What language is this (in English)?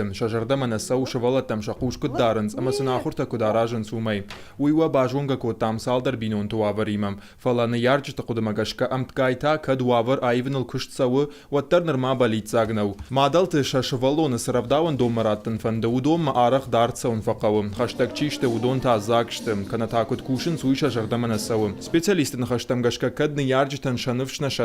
Ossetic